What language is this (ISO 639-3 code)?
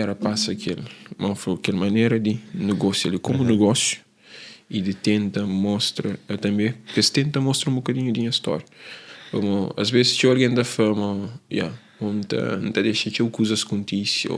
kea